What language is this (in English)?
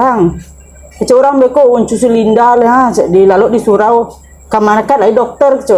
Minangkabau